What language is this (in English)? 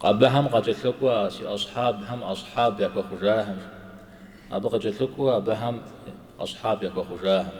Kabardian